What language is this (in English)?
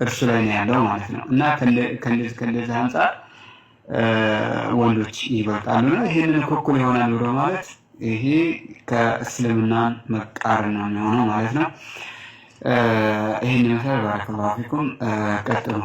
Amharic